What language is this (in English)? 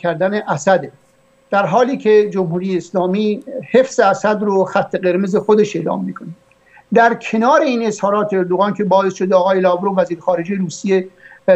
Persian